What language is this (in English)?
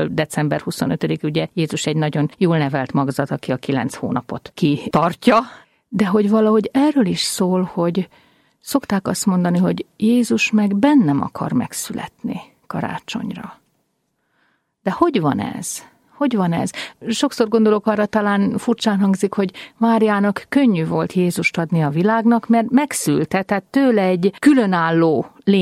Hungarian